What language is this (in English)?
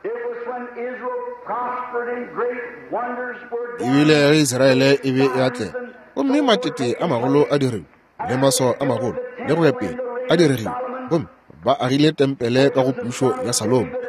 Northern Sotho